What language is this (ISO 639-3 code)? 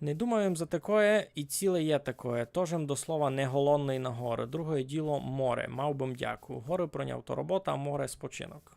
rue